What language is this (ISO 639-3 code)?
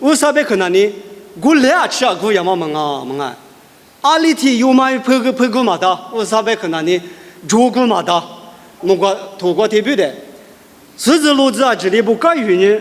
lis